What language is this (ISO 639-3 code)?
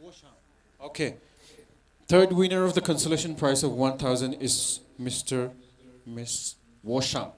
nmf